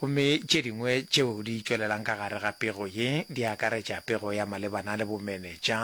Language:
Northern Sotho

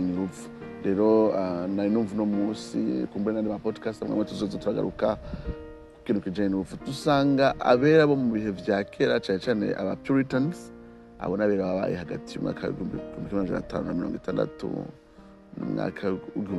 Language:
Rundi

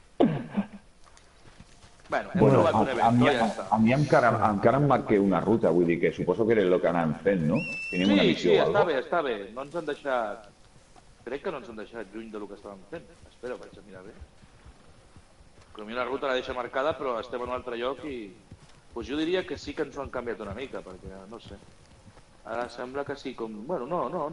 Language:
Catalan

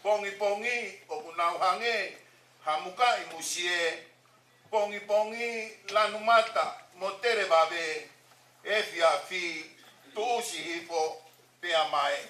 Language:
Tongan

